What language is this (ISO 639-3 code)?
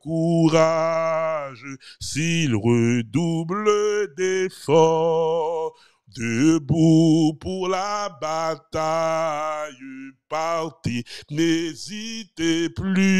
fra